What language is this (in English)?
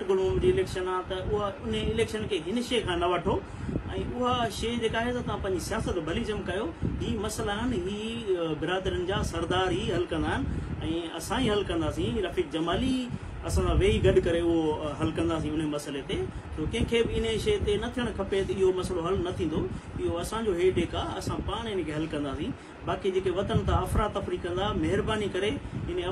Sindhi